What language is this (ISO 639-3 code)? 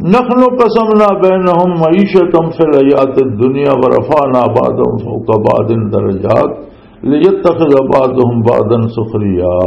lah